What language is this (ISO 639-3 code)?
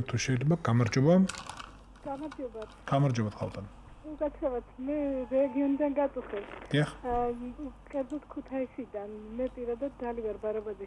kat